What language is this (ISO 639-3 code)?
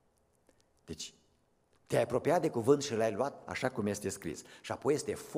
ron